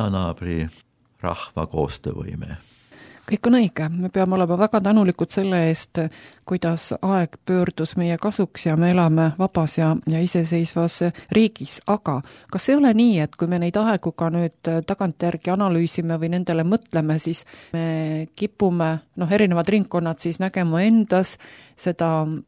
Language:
Estonian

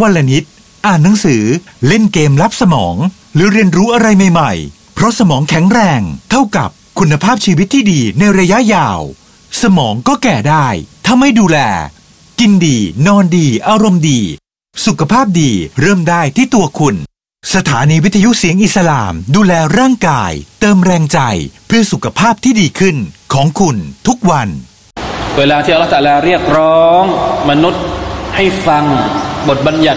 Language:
Thai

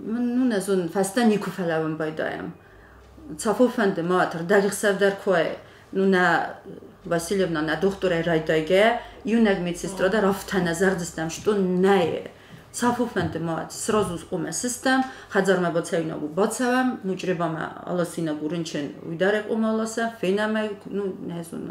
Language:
Ossetic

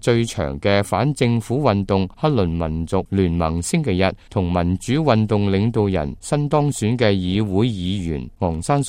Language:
Cantonese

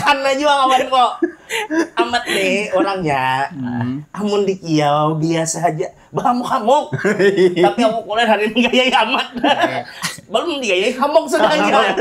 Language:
Banjar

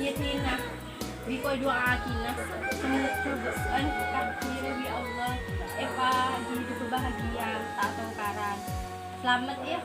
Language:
Madurese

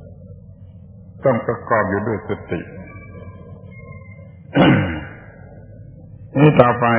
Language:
Thai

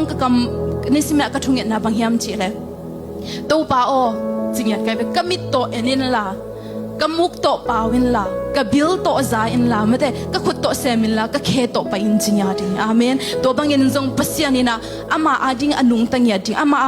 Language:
Tedim Chin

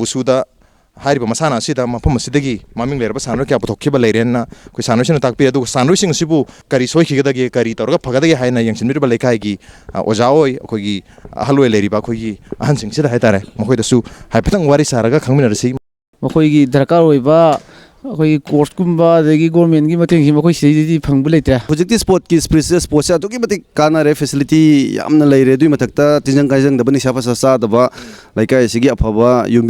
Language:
Manipuri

